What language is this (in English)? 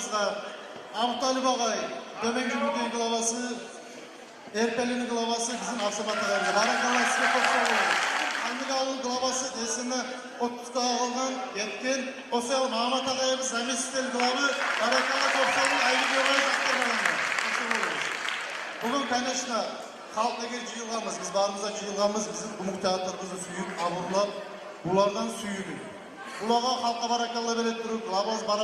Kumyk